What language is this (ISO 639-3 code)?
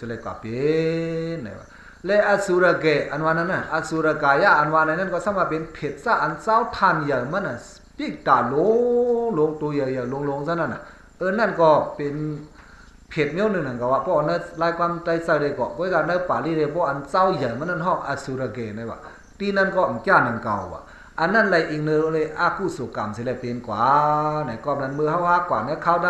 shn